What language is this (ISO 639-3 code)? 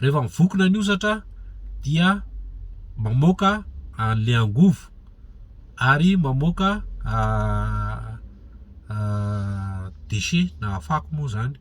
mlg